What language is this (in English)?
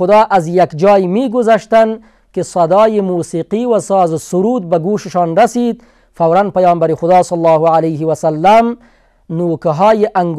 Persian